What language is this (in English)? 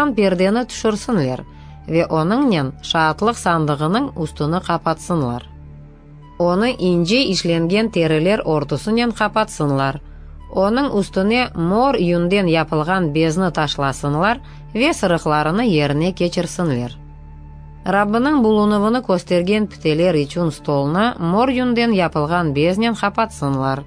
Crimean Tatar